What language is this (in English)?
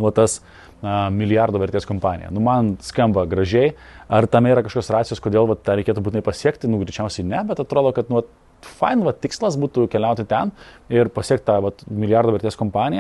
Lithuanian